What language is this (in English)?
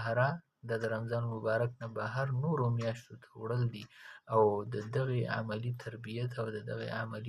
Pashto